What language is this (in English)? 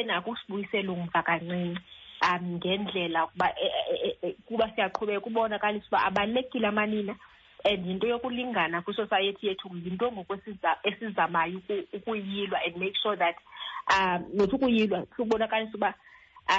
Xhosa